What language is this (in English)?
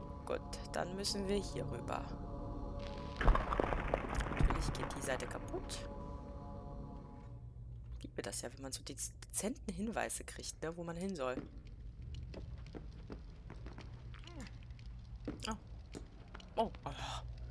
German